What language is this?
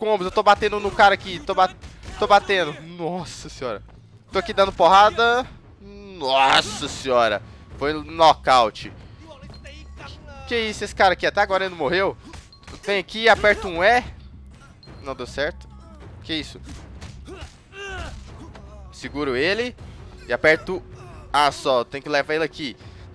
Portuguese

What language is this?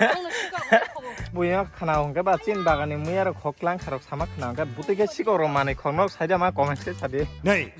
Kok Borok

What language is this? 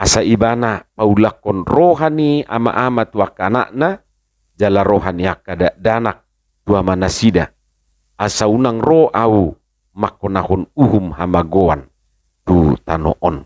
Batak Toba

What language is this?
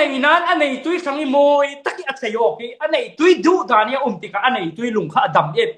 Falam Chin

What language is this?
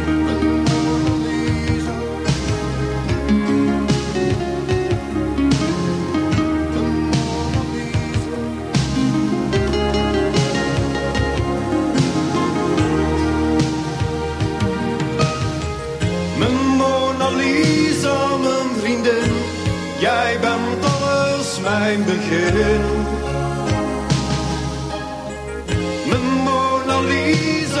Dutch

